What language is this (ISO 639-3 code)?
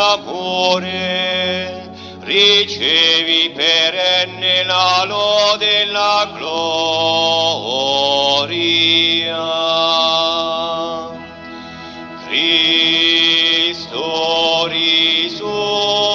ita